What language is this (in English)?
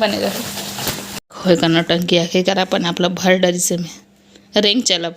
Chhattisgarhi